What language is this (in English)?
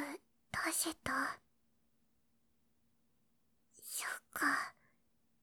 Japanese